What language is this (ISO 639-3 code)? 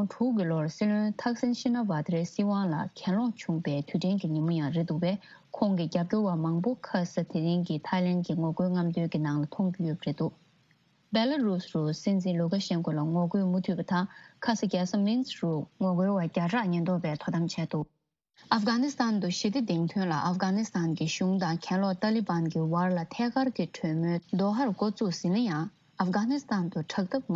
bod